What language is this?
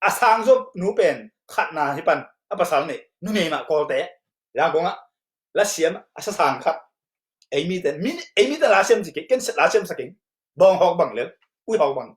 Tedim Chin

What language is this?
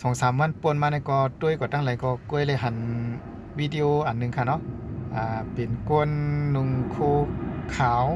Shan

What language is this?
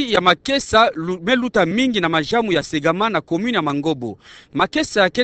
Kituba (Democratic Republic of Congo)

